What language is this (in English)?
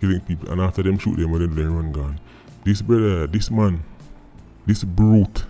Jamaican Creole English